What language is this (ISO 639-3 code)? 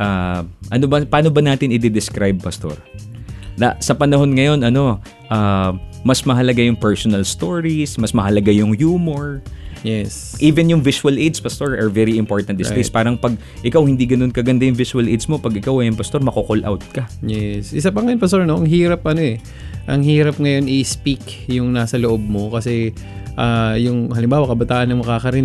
fil